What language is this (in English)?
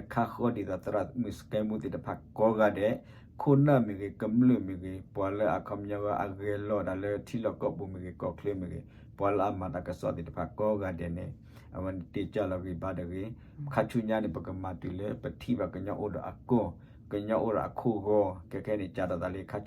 S'gaw Karen